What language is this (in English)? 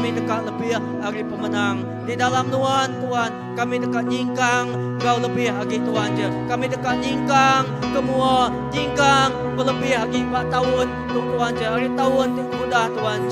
Iban